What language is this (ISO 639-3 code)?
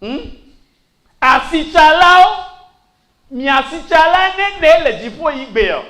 ewe